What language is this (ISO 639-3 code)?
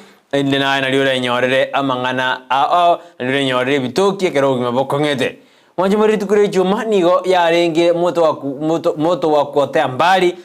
guz